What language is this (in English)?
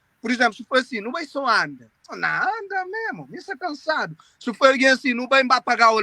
Kabuverdianu